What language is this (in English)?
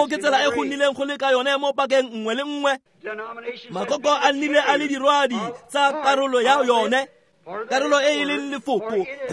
Tswana